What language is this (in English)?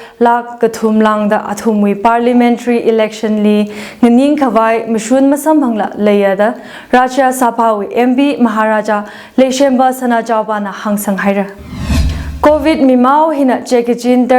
Tangkhul Naga (India)